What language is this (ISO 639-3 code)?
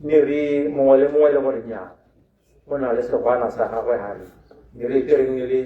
tsn